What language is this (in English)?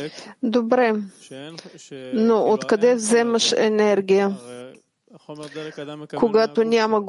Bulgarian